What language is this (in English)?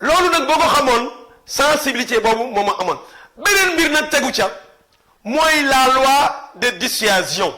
Wolof